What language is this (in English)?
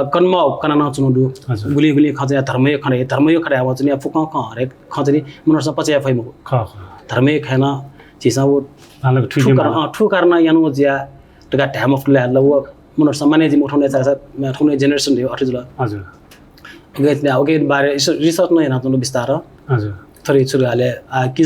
Newari